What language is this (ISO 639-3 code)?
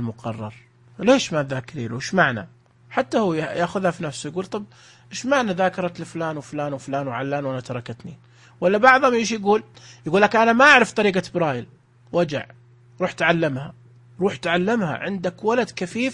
ars